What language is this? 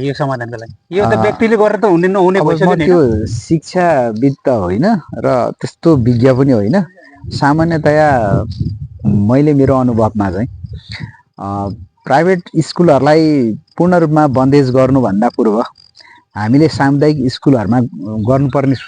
Nepali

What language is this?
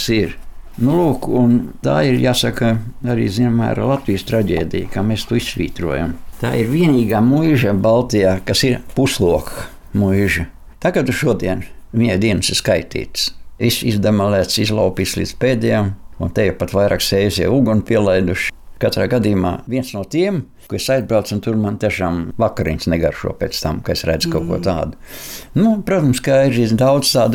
Latvian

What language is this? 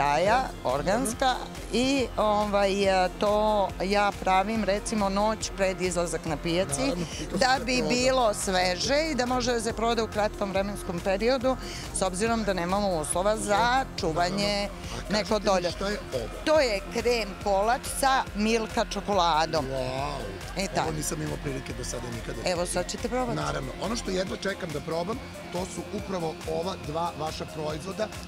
Serbian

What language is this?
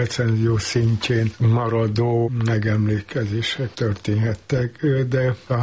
Hungarian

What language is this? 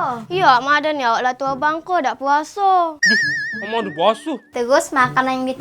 Musi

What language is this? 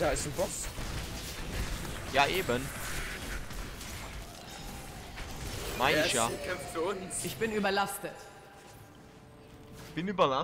German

